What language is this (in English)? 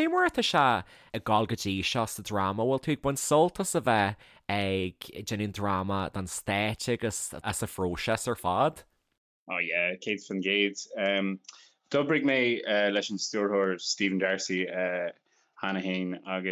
Irish